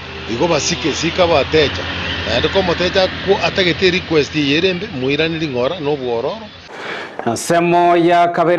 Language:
Gusii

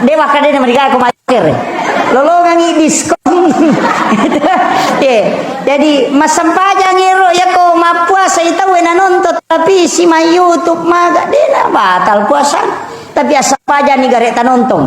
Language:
Buginese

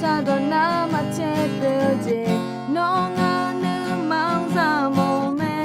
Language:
Akha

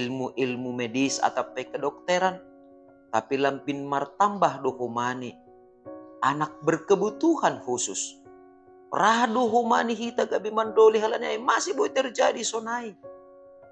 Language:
Batak Simalungun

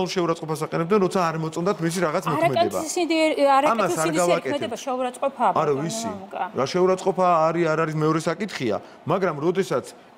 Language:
Georgian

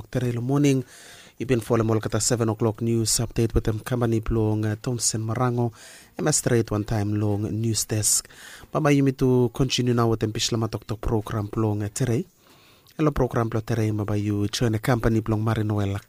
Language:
Bislama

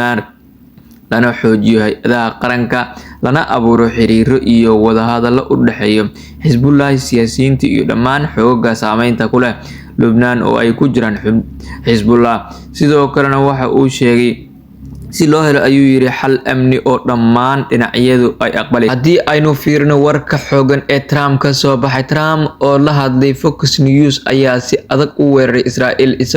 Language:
Somali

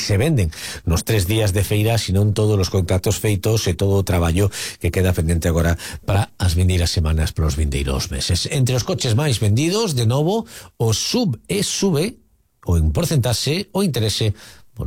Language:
Galician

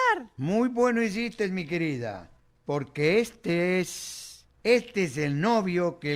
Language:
Ladino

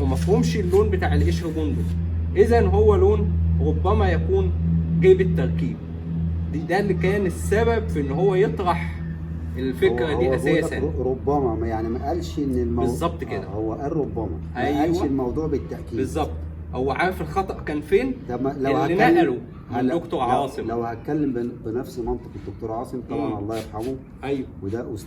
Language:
Egyptian Arabic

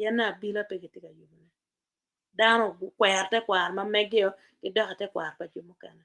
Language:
Acoli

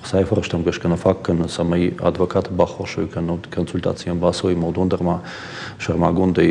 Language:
Ossetic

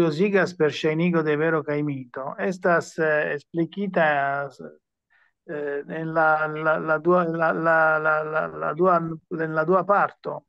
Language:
Esperanto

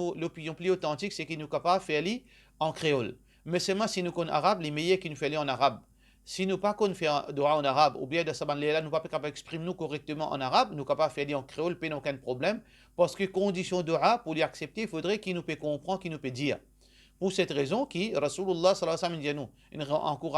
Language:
Morisyen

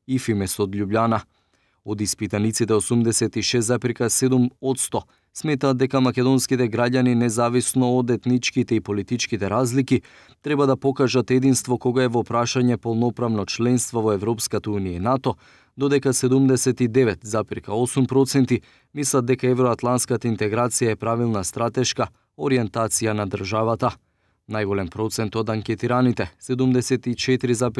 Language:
Macedonian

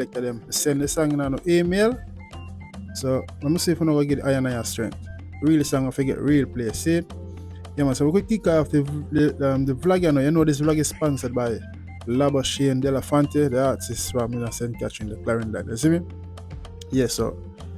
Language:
Jamaican Creole English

